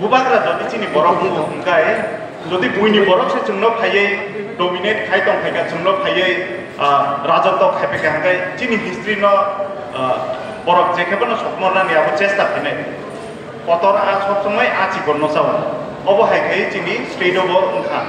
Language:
Kok Borok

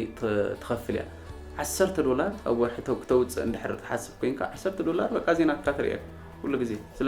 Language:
Tigrinya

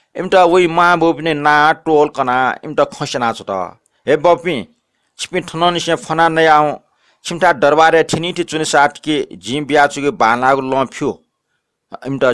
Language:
Newari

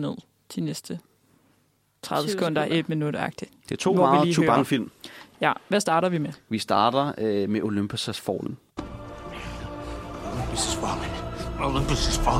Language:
Danish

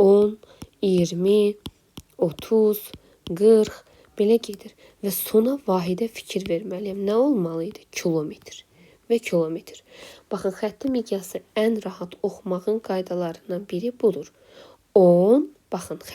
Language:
Azerbaijani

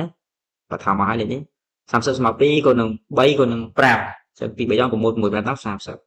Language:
Khmer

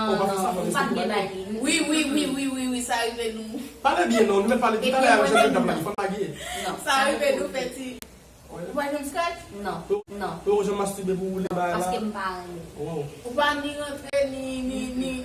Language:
Haitian Creole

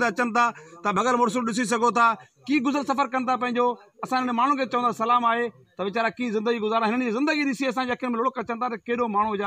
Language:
Sindhi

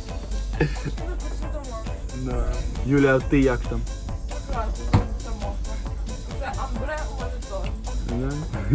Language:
Ukrainian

